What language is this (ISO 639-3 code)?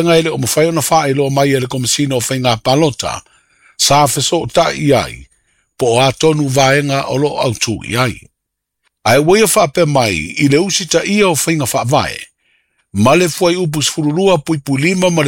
smo